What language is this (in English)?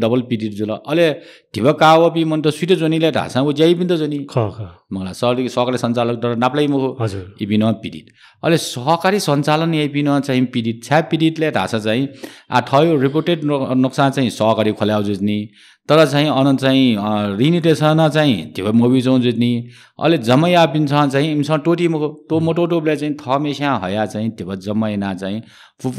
Newari